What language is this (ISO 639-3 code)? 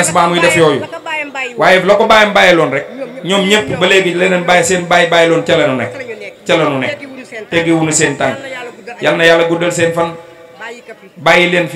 wol